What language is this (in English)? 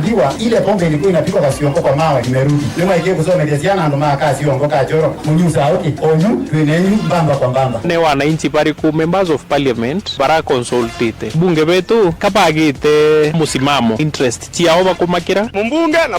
Meru